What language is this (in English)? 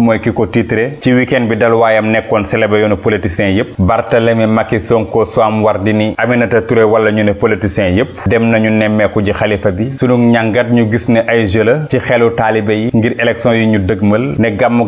Wolof